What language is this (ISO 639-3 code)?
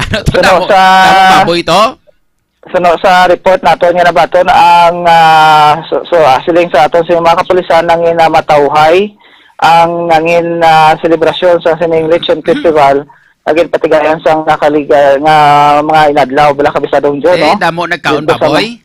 hil